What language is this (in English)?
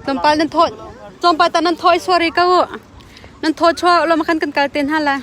Hakha Chin